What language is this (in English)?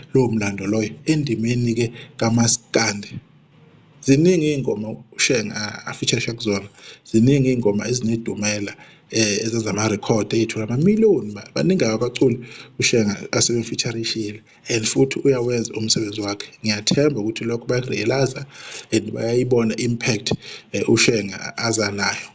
Zulu